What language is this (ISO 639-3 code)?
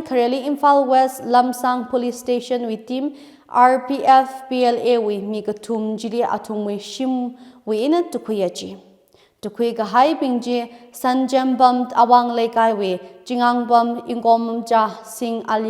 nmf